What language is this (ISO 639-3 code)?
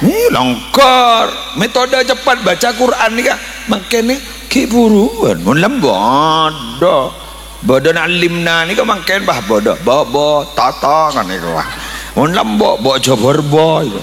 mad